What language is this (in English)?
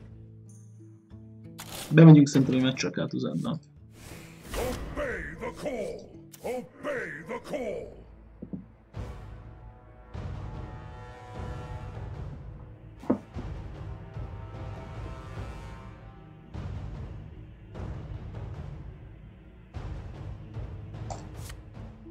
Hungarian